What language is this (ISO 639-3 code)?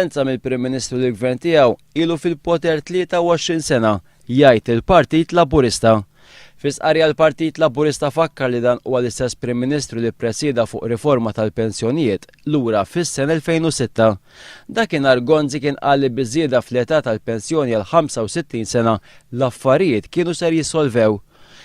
mlt